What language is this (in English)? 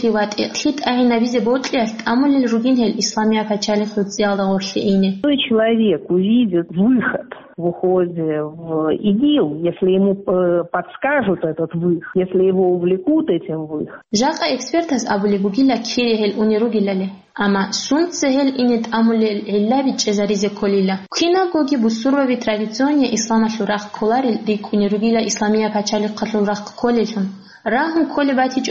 Avaric